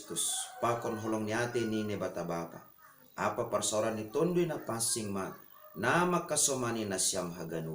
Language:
Batak Simalungun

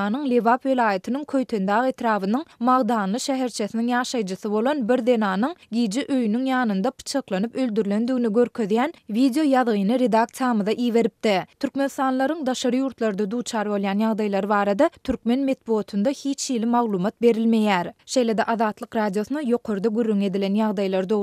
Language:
Turkmen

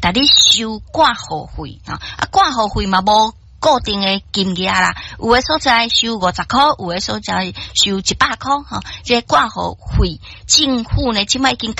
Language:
Min Nan Chinese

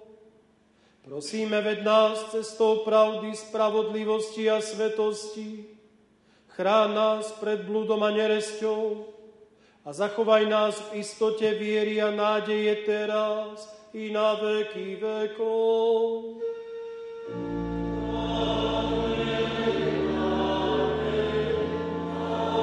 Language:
Slovak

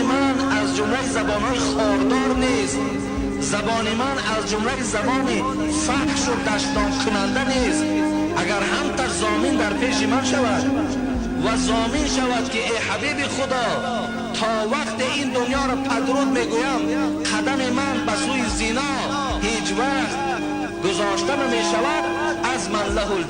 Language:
Tajik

